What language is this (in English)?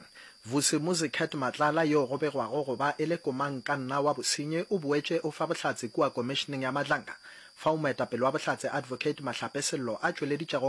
Northern Sotho